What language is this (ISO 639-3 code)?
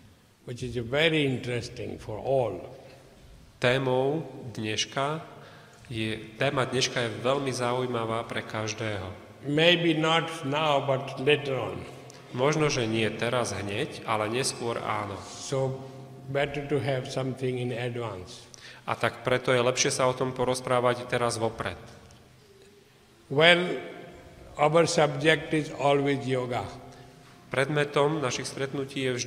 slk